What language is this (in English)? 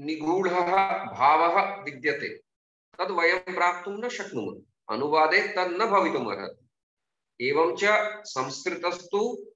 Sanskrit